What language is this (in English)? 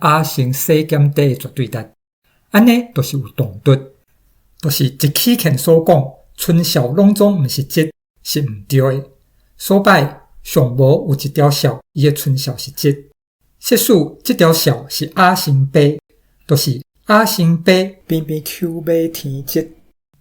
Min Nan Chinese